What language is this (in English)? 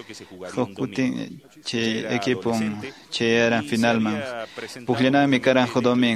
Quechua